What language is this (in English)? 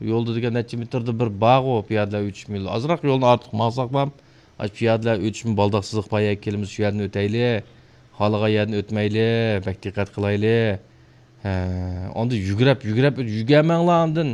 Uyghur